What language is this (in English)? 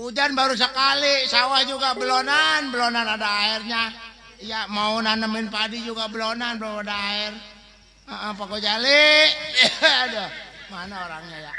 Betawi